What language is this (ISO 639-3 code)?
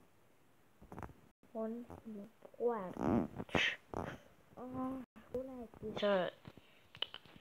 est